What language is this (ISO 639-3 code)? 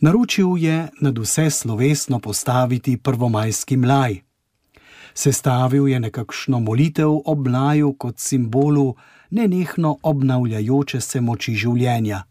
slv